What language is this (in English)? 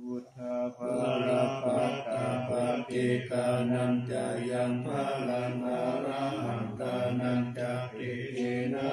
Pali